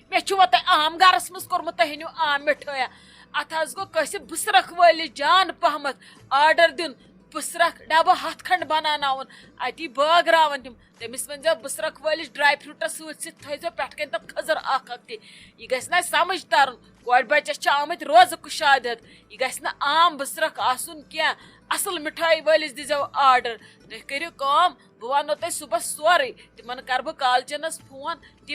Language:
Kashmiri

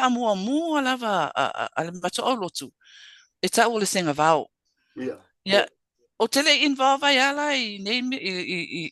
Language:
Samoan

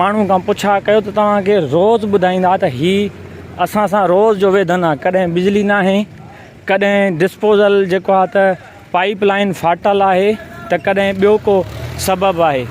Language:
Sindhi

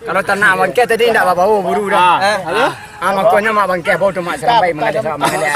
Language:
Minangkabau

